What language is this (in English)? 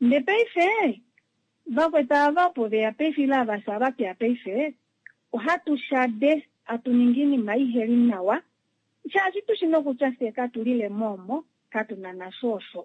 Kuanyama